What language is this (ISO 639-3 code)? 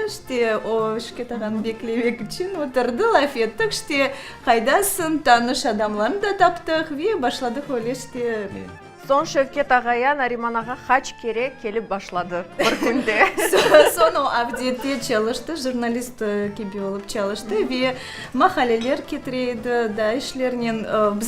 crh